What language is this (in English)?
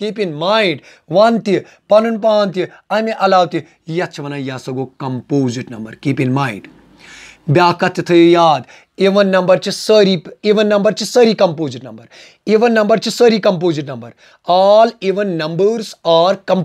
Kashmiri